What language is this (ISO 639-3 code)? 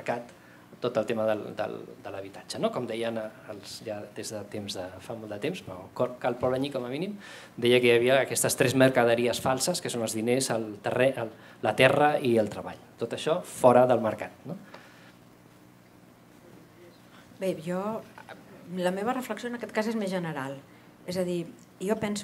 cat